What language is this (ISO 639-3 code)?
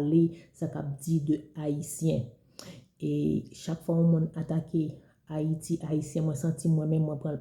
hat